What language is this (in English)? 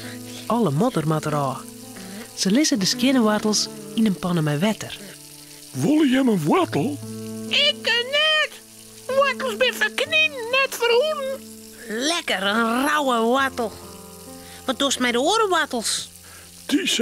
Western Frisian